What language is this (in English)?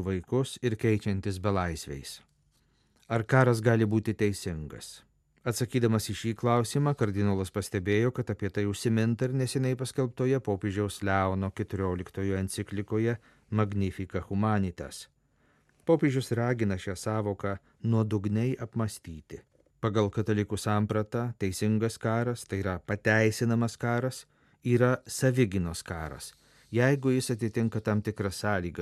Lithuanian